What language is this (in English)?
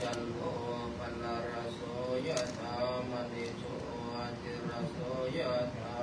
Pali